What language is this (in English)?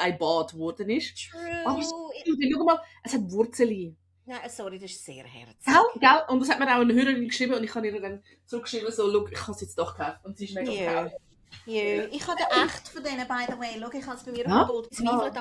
Swiss German